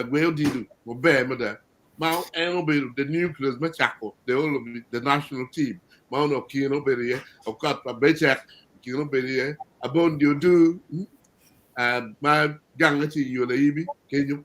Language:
Acoli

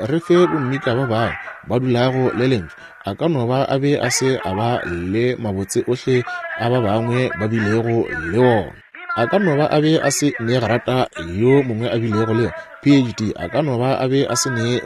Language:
Northern Sotho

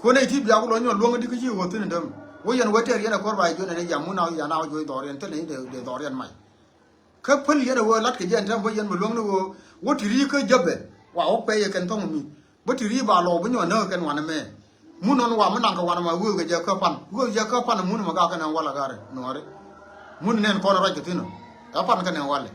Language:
Nuer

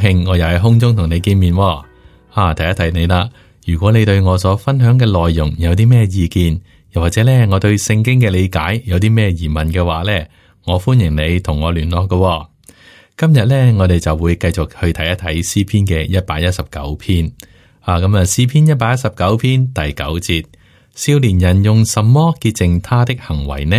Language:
Cantonese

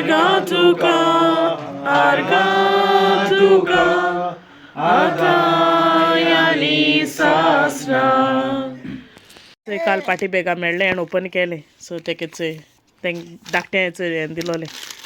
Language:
Konkani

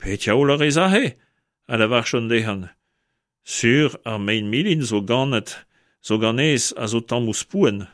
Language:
Breton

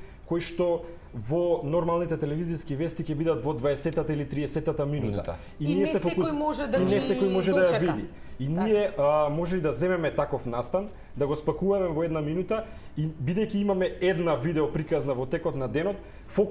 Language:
Macedonian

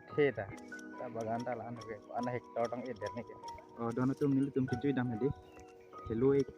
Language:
Karbi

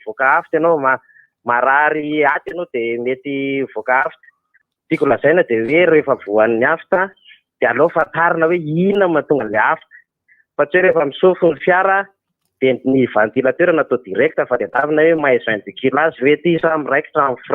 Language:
Malagasy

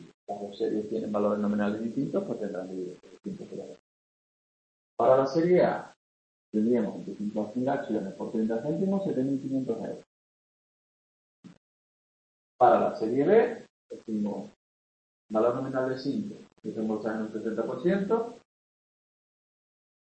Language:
Spanish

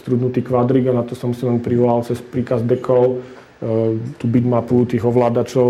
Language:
Slovak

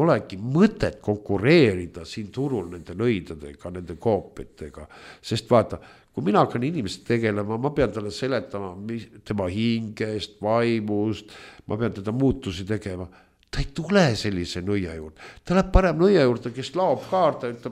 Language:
Estonian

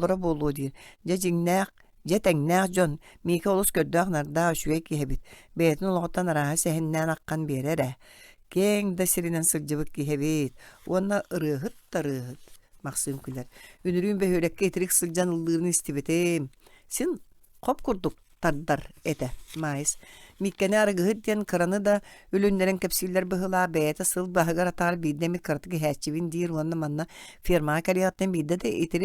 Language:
Yakut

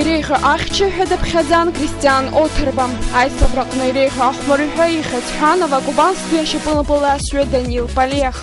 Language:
Abkhazian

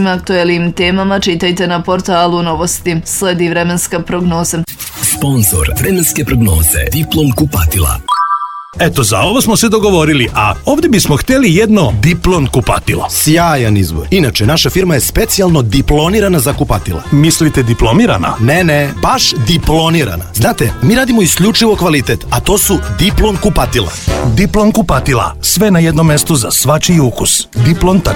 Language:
Serbian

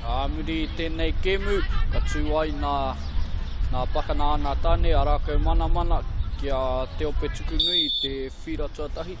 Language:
Māori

